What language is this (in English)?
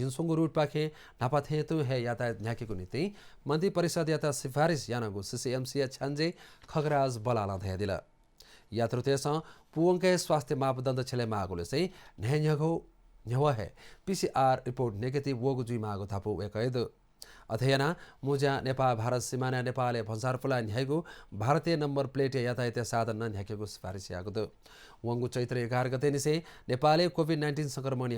Newari